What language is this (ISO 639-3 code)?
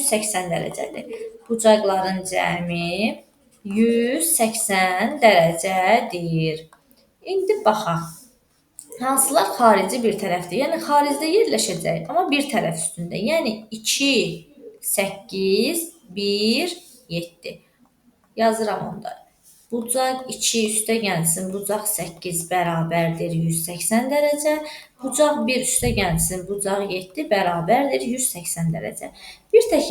aze